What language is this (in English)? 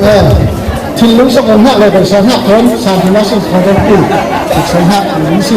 Falam Chin